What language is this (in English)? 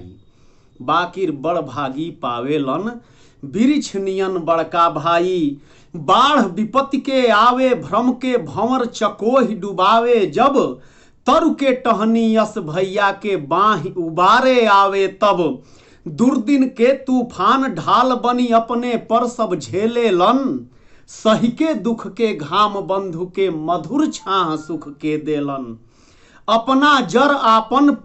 Bhojpuri